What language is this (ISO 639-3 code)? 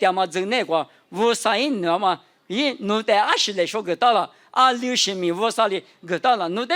lis